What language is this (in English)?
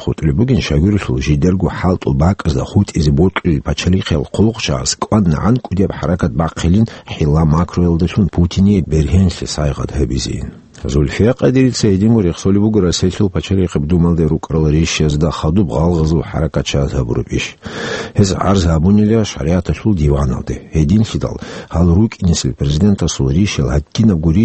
Avaric